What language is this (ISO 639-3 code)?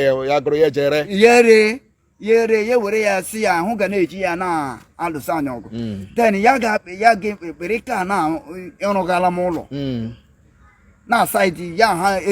ibo